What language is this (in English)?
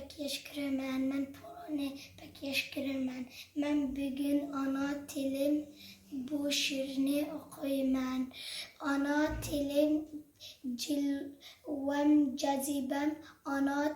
Uyghur